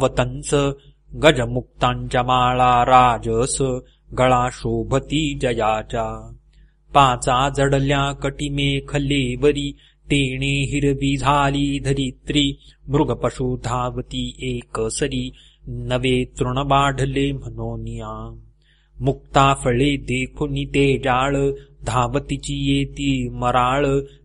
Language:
Marathi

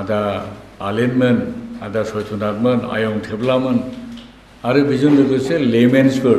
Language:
Bodo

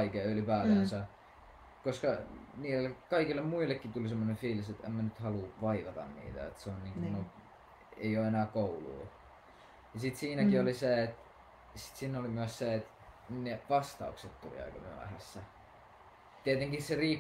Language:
Finnish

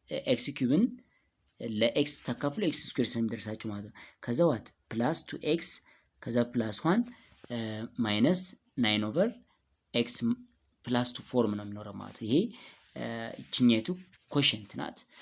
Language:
Amharic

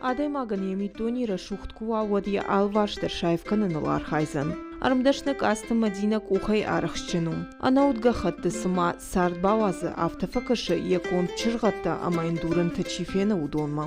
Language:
Ossetic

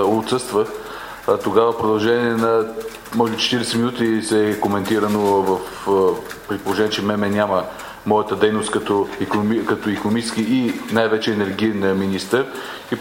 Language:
Bulgarian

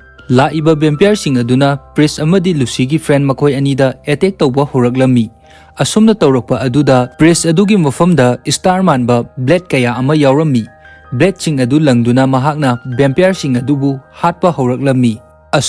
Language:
Manipuri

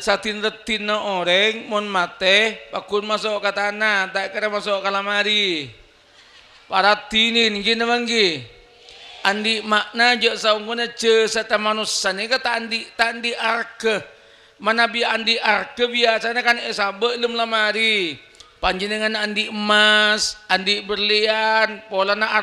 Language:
Madurese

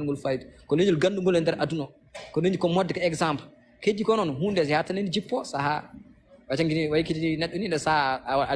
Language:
Fula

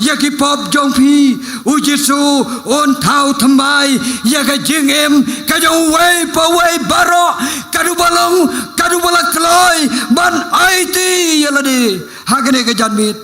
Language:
Khasi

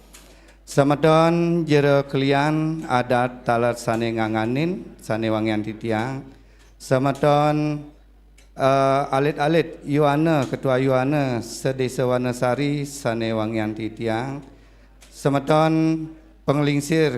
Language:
Balinese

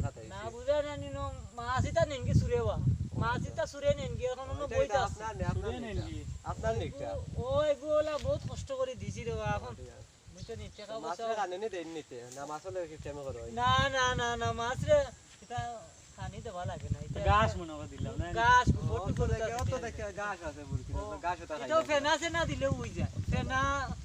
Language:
Sylheti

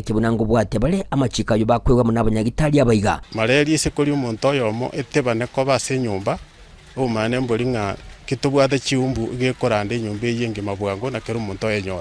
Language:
Gusii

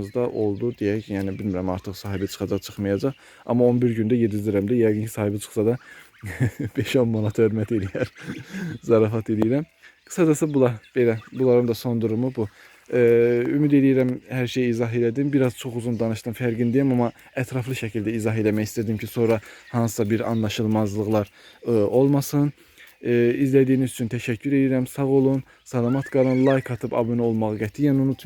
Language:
Azerbaijani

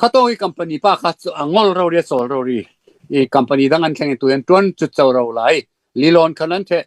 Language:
Falam Chin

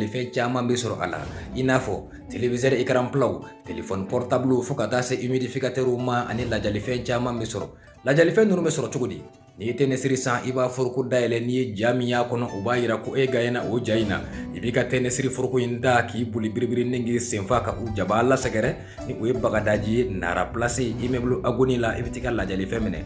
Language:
Bambara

